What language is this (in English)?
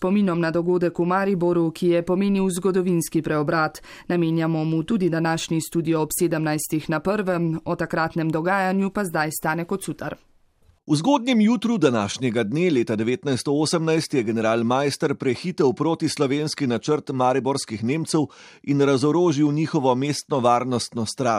Slovenian